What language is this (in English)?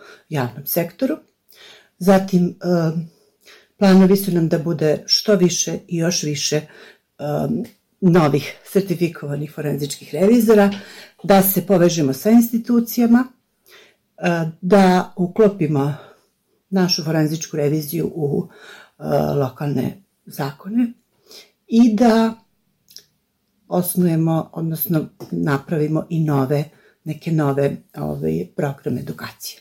Bosnian